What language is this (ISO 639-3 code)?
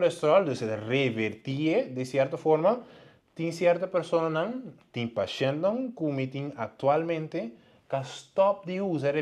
pap